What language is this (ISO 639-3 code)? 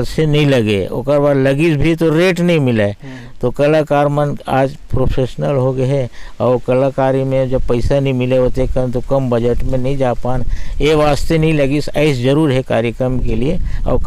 hne